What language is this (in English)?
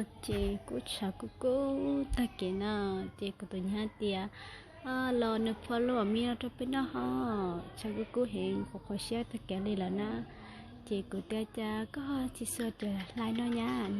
Hmong